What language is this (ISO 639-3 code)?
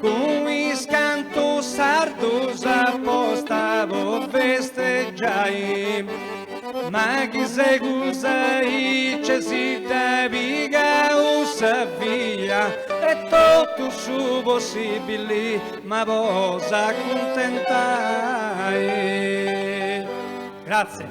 srd